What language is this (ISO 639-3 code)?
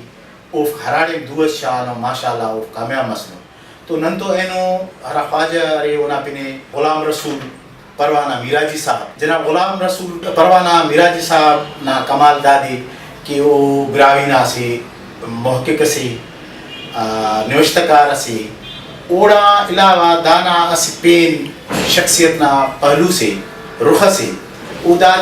brh